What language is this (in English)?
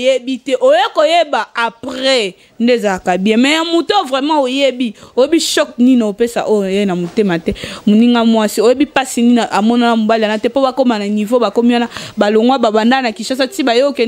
Lingala